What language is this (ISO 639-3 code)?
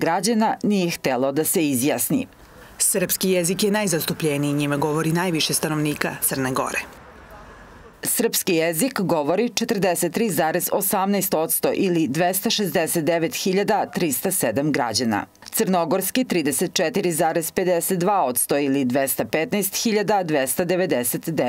srp